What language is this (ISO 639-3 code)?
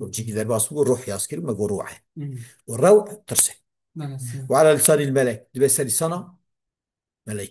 kur